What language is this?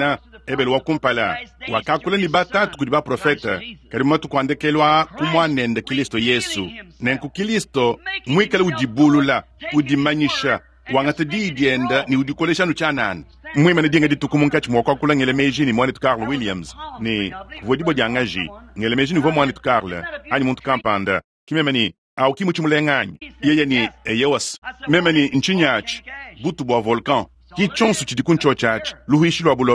Luba-Lulua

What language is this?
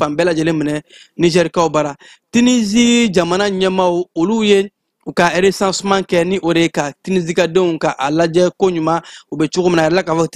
Bambara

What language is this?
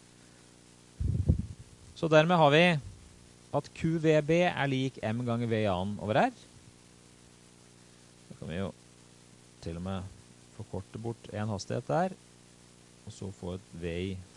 Norwegian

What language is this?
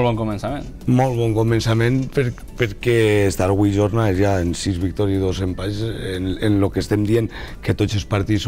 Catalan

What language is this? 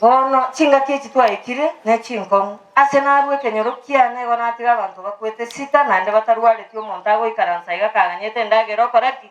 Gusii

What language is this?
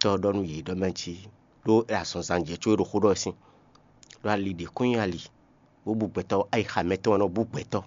Fon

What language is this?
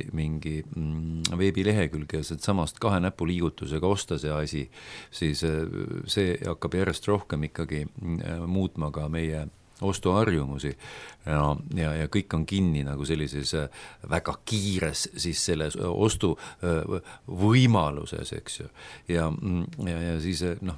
Estonian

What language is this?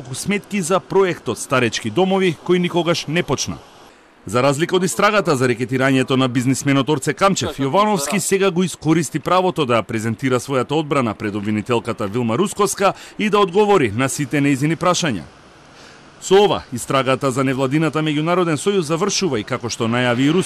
Macedonian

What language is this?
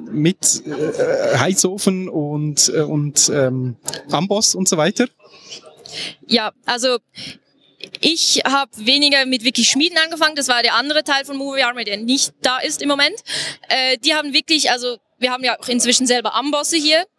German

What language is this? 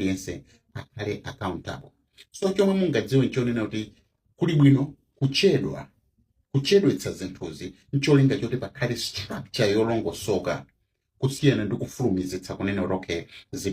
Nyanja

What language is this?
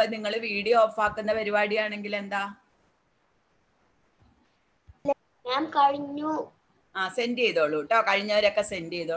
Malayalam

